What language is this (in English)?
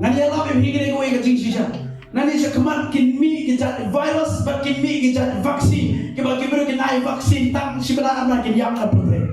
Khasi